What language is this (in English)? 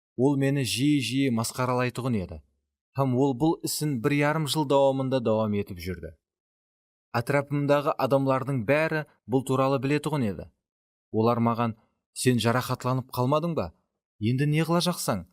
Kara-Kalpak